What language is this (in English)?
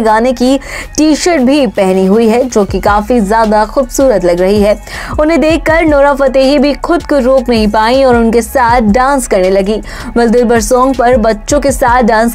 Hindi